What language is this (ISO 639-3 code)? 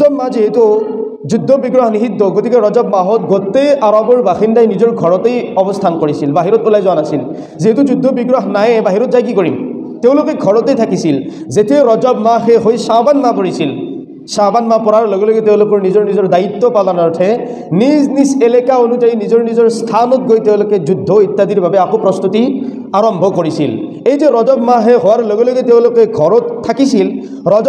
asm